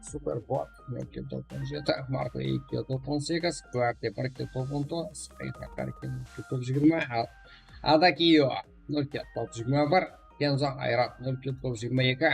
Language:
Kara-Kalpak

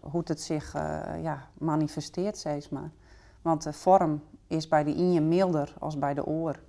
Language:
Western Frisian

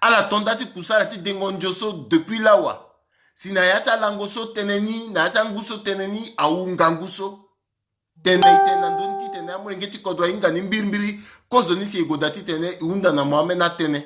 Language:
Sango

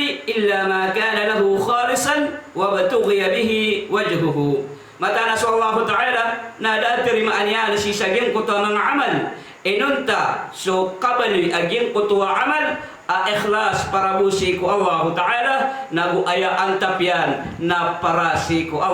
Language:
Maranao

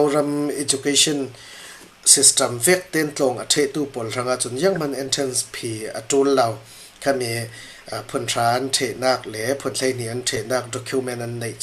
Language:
Falam Chin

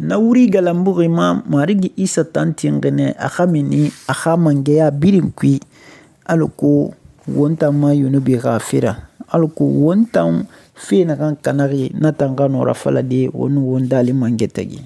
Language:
Susu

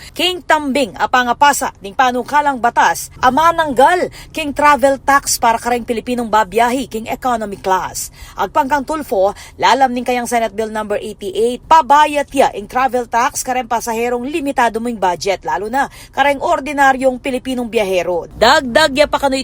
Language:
Pampanga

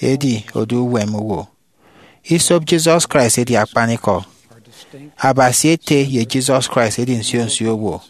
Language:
Efik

